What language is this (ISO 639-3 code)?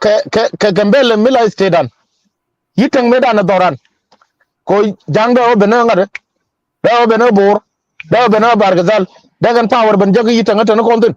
nus